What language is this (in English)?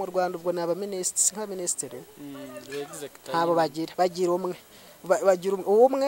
Kinyarwanda